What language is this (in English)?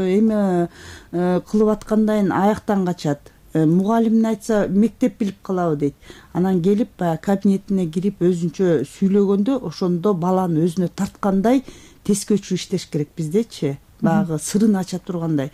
Kyrgyz